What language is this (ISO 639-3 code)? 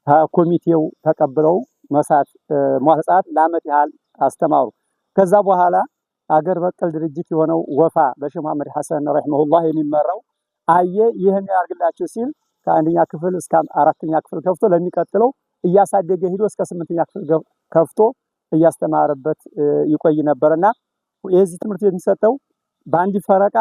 amh